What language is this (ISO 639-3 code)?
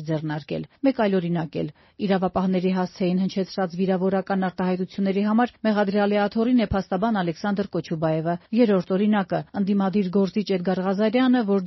hye